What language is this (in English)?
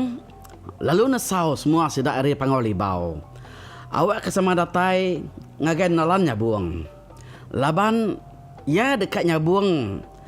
Iban